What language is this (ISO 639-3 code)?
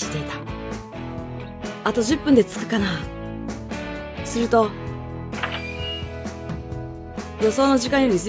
jpn